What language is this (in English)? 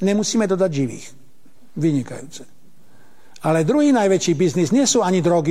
Slovak